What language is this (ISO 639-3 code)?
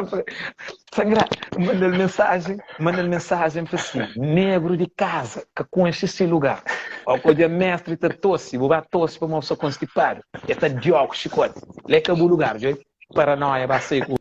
kea